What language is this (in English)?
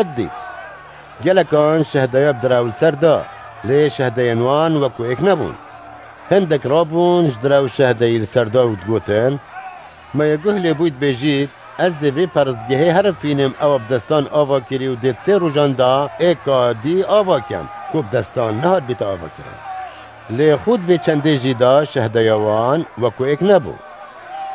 Kurdish